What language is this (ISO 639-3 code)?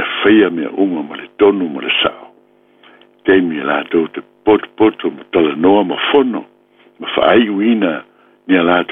smo